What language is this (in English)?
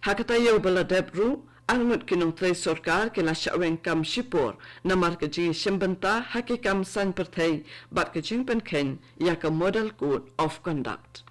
Khasi